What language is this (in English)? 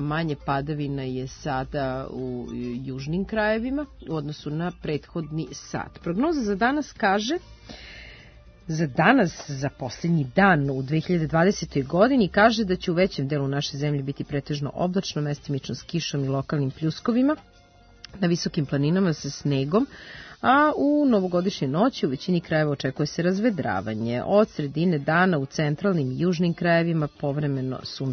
Serbian